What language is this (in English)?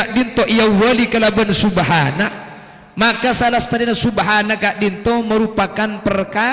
Madurese